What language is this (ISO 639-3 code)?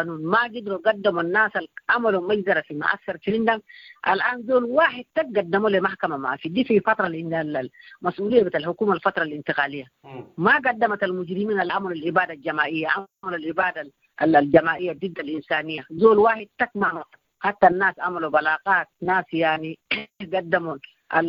apd